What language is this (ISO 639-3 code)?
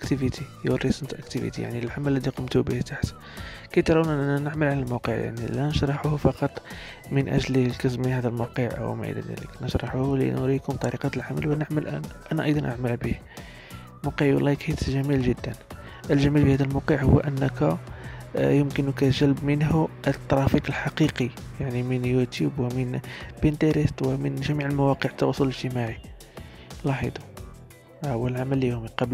ara